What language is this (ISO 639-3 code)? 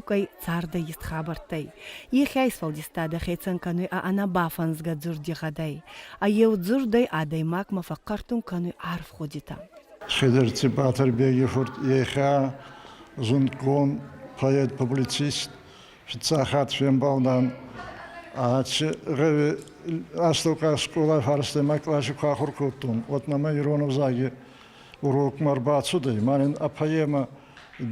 oss